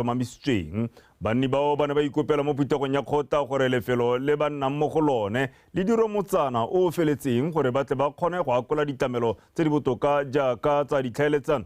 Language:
Tswana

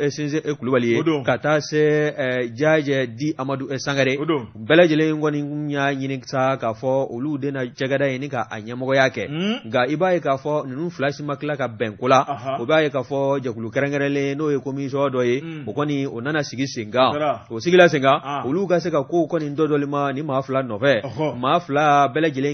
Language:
Bambara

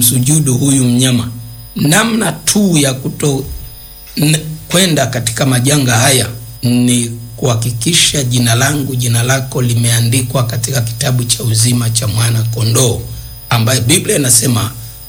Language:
Swahili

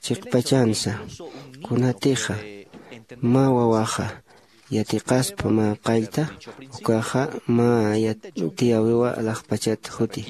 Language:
Aymara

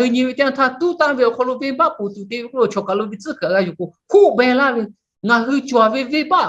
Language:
Lahu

